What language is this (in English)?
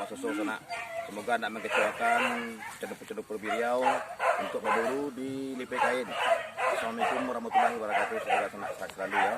Minangkabau